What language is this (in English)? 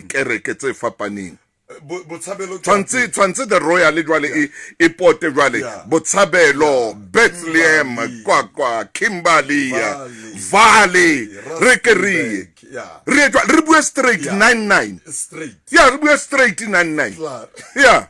Southern Sotho